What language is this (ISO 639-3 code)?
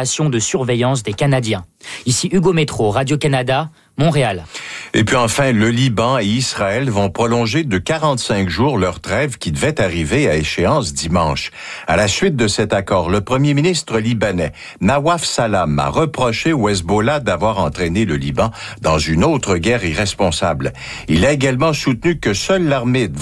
fra